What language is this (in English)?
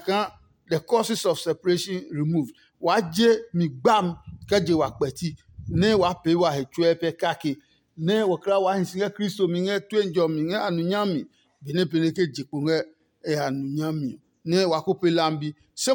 Adangme